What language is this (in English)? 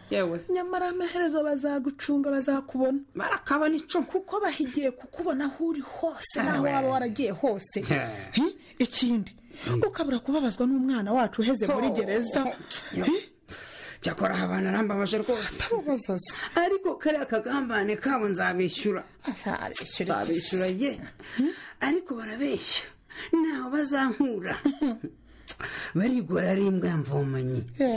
Kinyarwanda